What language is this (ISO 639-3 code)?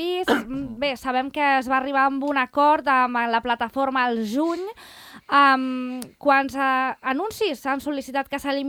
cat